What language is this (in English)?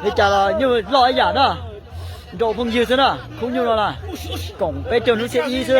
Hmong